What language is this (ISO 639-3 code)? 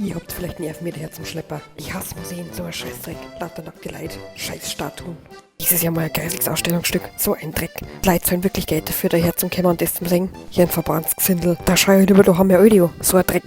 bar